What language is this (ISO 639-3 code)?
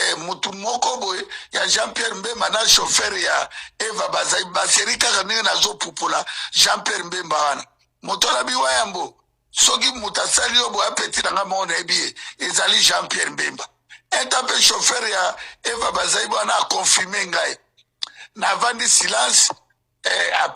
lin